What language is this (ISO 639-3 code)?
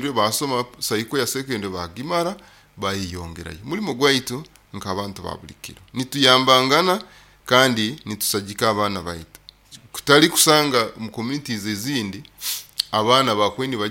nyo